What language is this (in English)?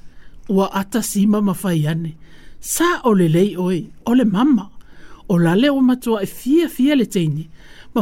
Samoan